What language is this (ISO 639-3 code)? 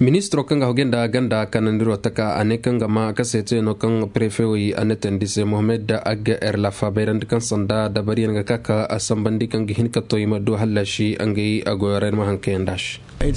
ses